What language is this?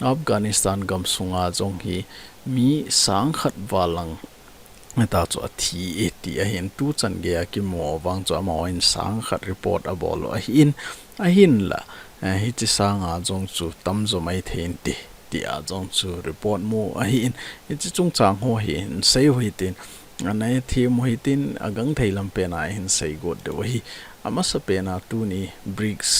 Thado Chin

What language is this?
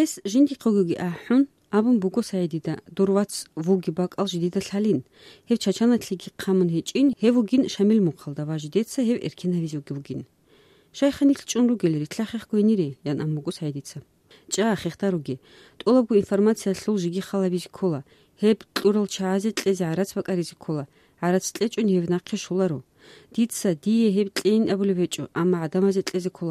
Avaric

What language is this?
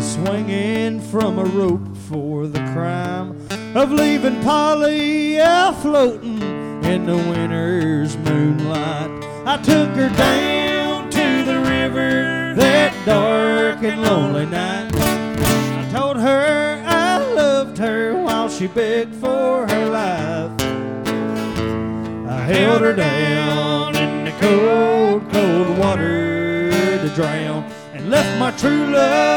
English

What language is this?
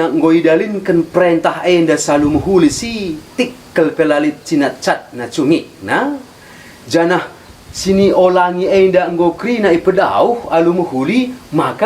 Batak Karo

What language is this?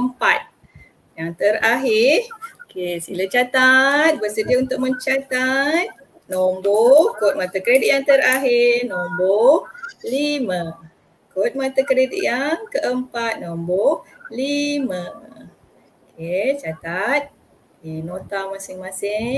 Malay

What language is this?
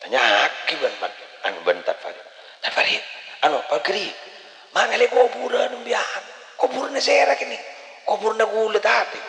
Madurese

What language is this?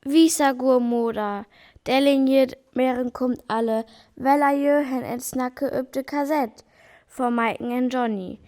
Northern Frisian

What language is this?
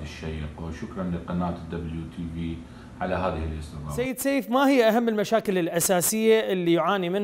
Arabic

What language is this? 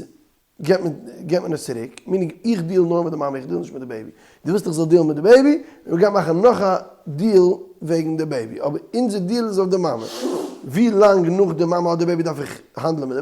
Yiddish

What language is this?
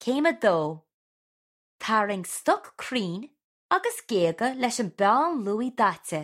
Irish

